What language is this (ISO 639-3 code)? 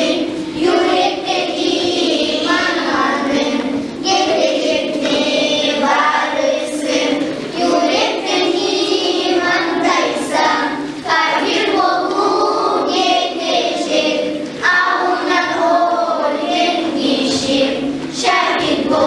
kum